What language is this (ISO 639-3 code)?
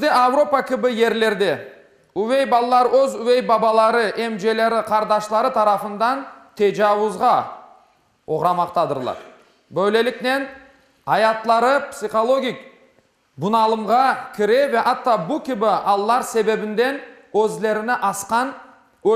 crh